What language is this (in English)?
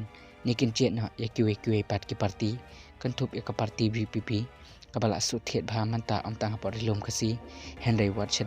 Khasi